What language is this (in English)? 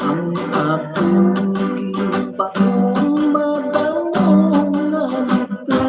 Hiligaynon